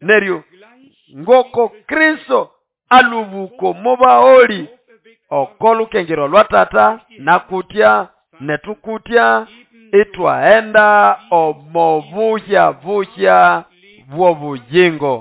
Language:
Nande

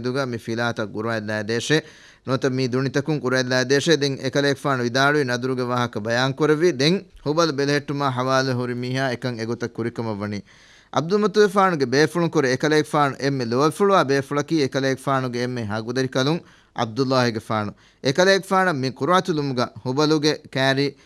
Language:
Divehi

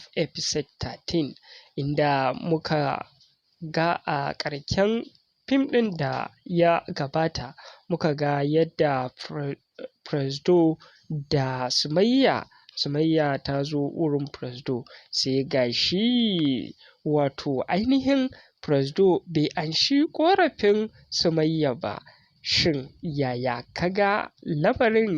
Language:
Hausa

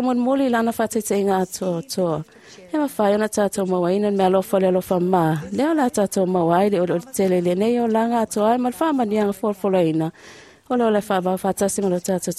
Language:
Samoan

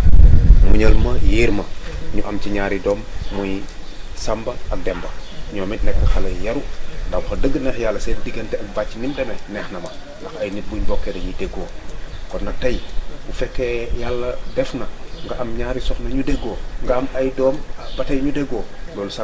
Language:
Wolof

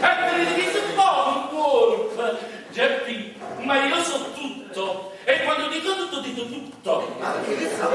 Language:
Neapolitan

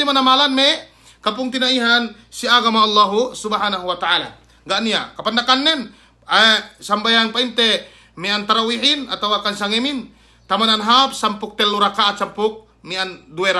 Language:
Yakan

